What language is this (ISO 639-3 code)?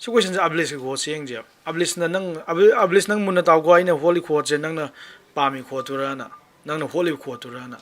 mni